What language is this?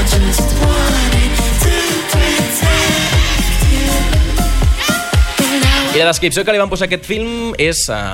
Catalan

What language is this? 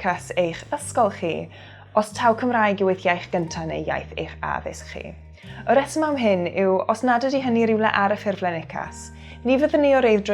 Welsh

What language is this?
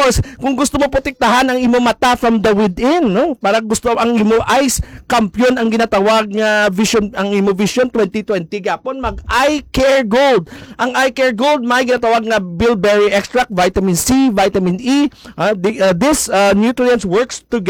Hiligaynon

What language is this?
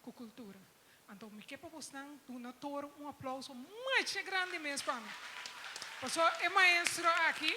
Papiamento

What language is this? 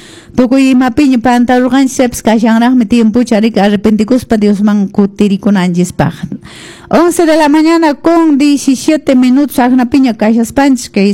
Quechua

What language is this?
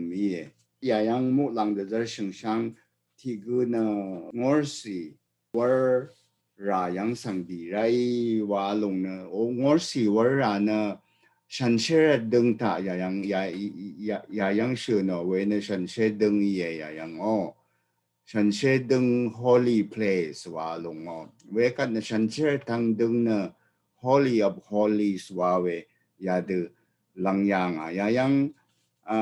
Rawang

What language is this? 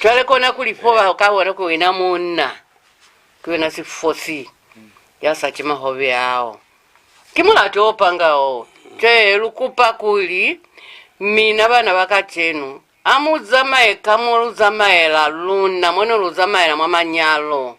Lozi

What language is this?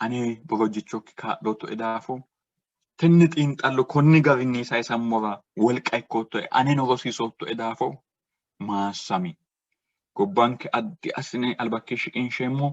Sidamo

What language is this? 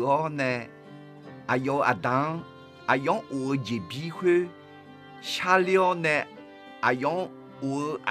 Akha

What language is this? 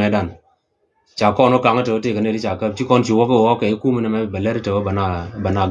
Nuer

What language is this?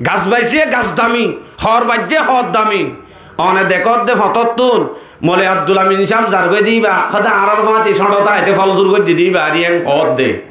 Rohingya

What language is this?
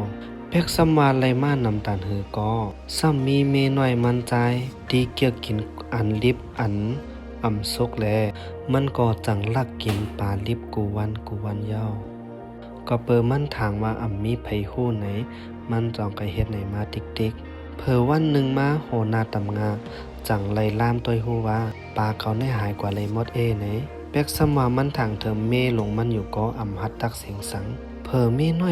Shan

